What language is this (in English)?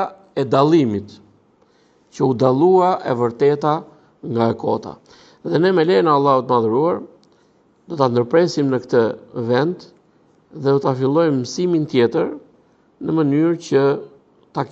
Albanian